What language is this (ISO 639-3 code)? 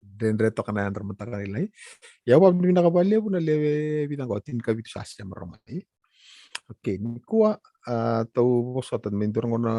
fij